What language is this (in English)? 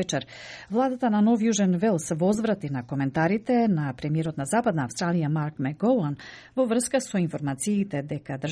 Macedonian